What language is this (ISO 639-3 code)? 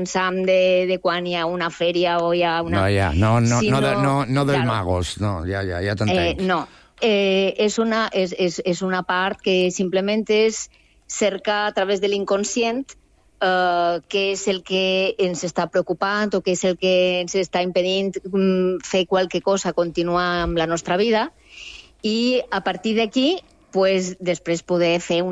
cat